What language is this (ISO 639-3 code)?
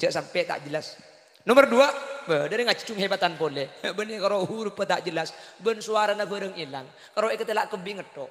mad